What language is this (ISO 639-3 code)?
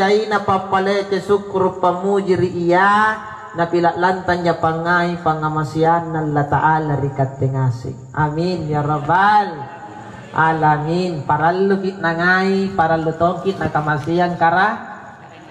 mak